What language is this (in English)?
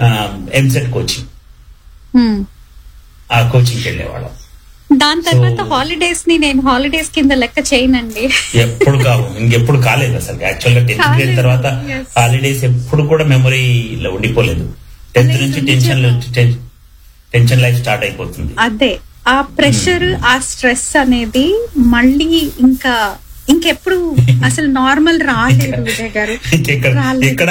Telugu